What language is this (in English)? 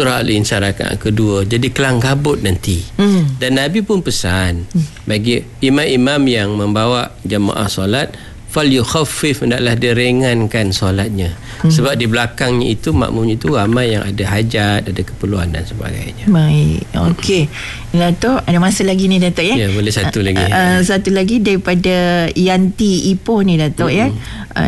Malay